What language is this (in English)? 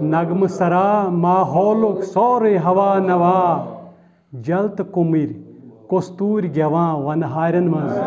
Kashmiri